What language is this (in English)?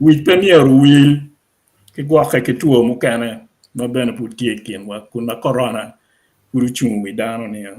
Acoli